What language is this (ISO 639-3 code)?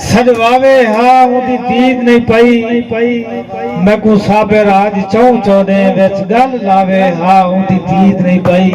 skr